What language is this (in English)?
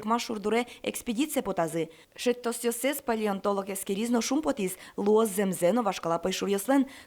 Udmurt